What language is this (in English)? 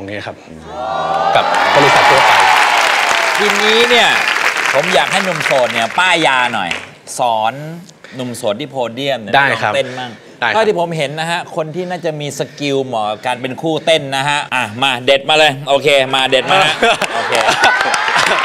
Thai